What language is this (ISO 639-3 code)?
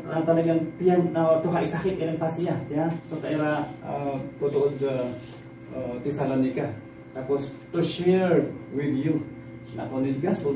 ilo